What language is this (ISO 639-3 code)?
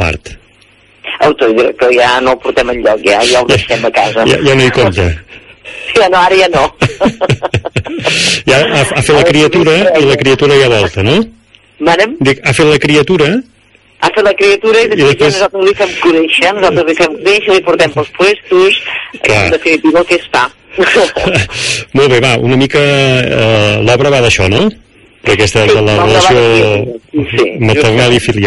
cat